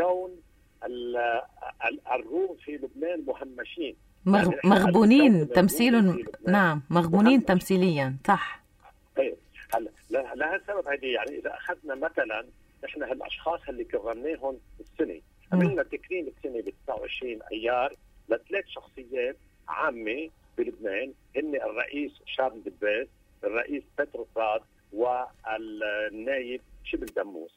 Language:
North Levantine Arabic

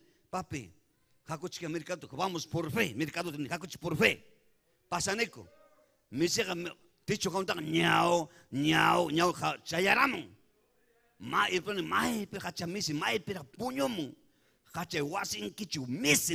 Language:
Ayacucho Quechua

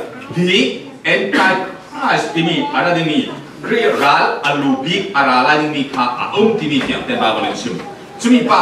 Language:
Falam Chin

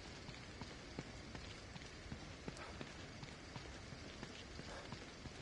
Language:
Italian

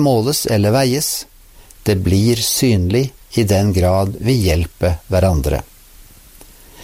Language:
Norwegian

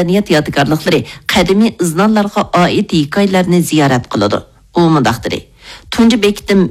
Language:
Uyghur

